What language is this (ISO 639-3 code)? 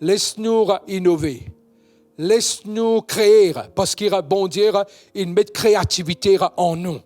mfe